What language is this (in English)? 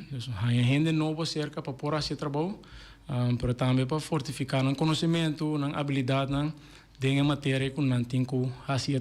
Papiamento